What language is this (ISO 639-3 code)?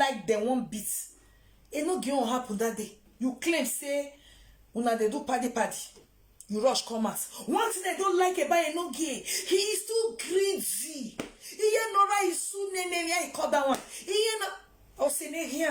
pcm